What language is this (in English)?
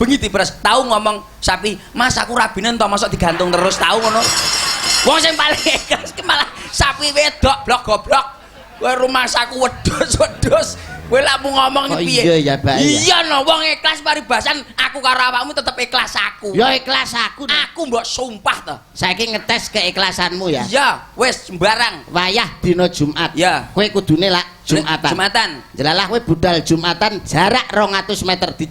Javanese